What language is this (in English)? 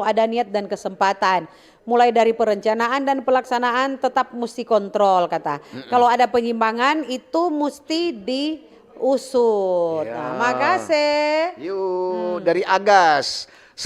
Manado Malay